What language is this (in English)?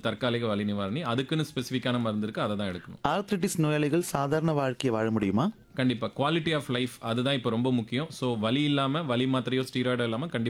Tamil